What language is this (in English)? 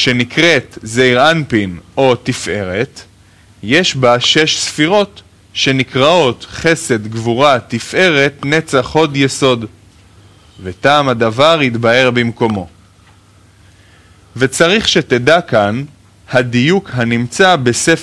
Hebrew